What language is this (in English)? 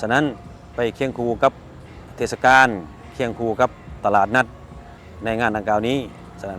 Lao